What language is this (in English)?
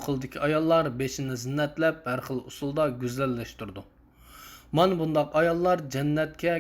Uyghur